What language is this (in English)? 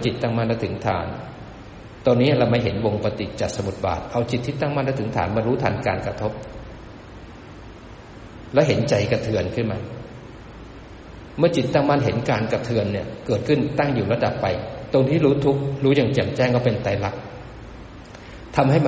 Thai